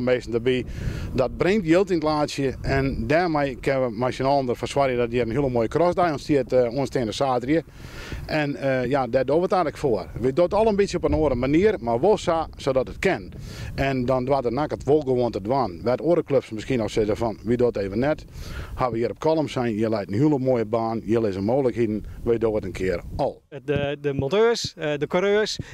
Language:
Western Frisian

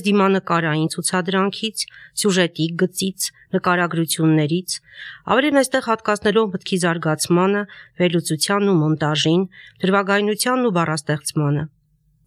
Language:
Armenian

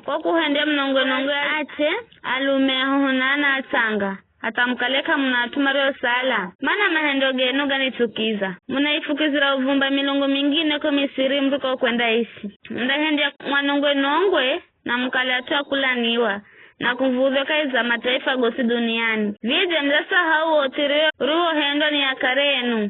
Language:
Giryama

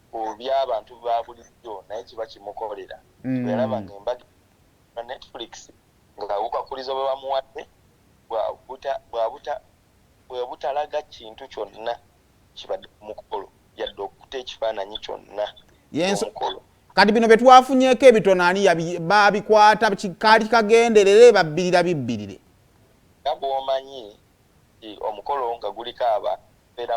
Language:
Ganda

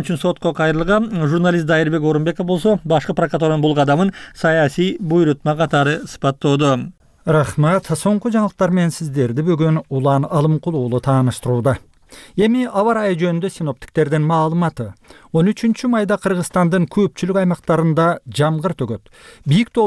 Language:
Kyrgyz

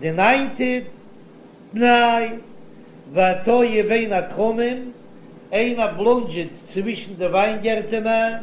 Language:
Yiddish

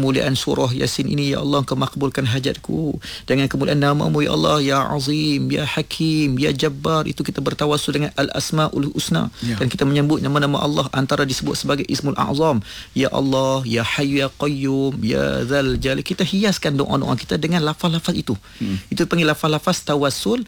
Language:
Malay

